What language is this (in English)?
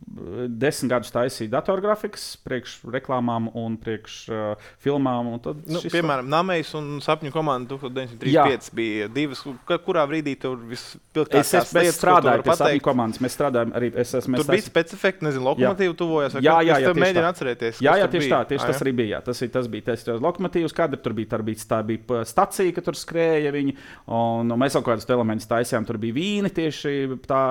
Latvian